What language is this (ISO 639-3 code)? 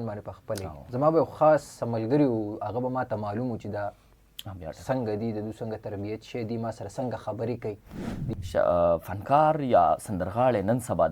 pus